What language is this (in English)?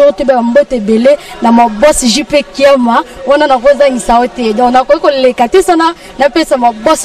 Lingala